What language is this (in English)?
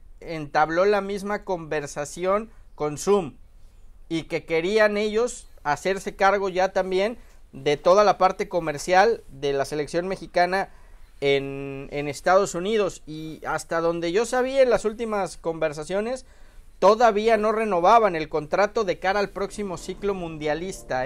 Spanish